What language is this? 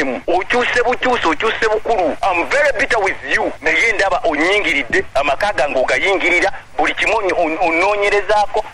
Ganda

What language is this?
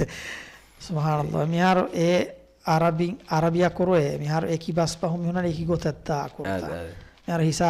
Divehi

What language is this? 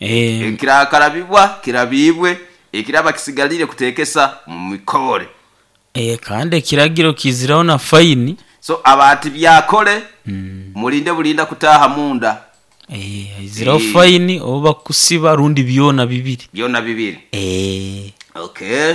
Nyoro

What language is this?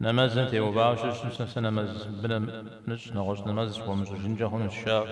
Kabardian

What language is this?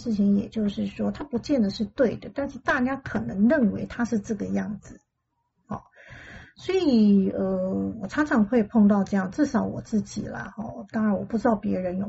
Chinese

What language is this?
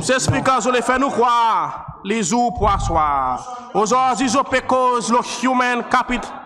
Seselwa Creole French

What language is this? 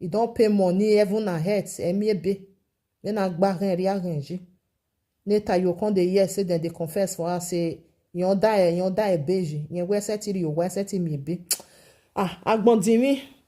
Nigerian Pidgin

